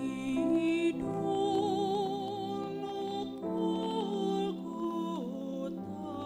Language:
Batak Simalungun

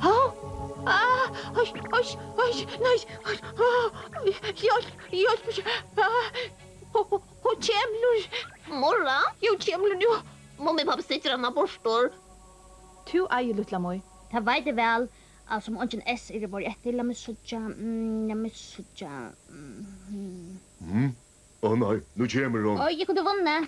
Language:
Faroese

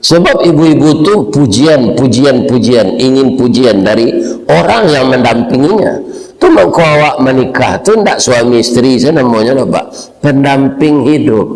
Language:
Minangkabau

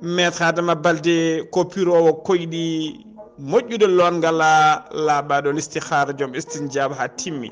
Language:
Fula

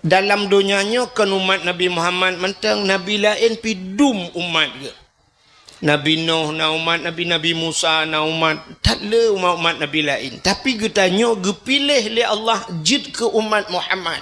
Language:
Achinese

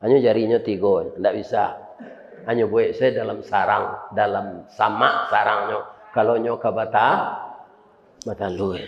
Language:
Minangkabau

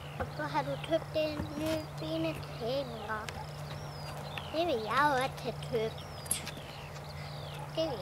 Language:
Danish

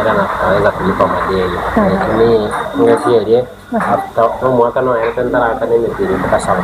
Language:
Gusii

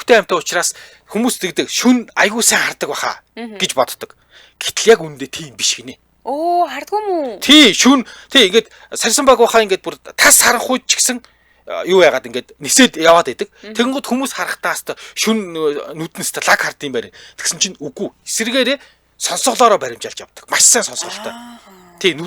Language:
Mongolian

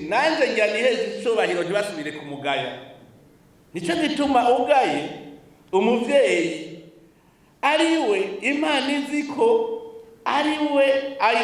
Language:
Rundi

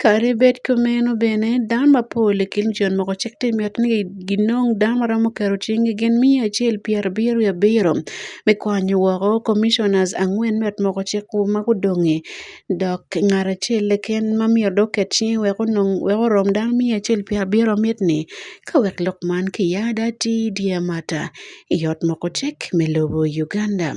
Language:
Acoli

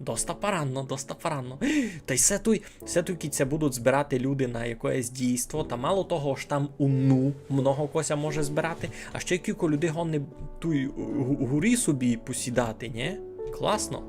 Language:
Rusyn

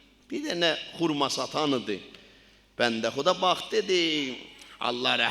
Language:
South Azerbaijani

